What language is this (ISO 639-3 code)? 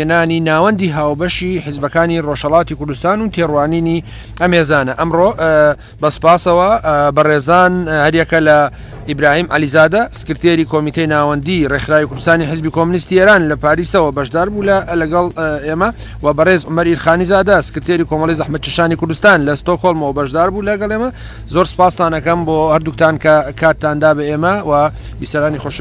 ckb